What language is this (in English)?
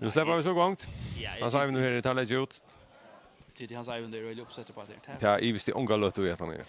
Faroese